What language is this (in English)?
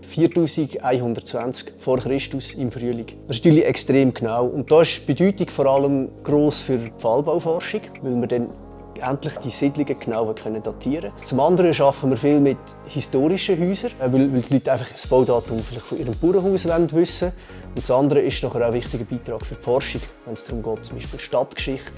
Swiss German